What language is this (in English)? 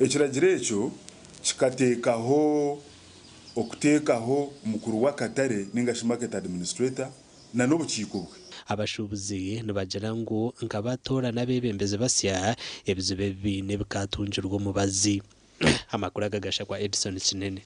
Nyankole